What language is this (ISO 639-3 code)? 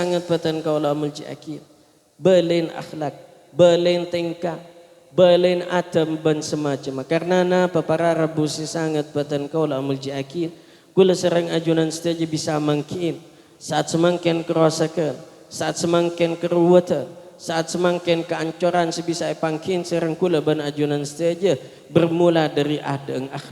mad